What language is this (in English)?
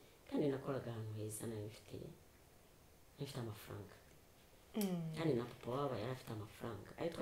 Kinyarwanda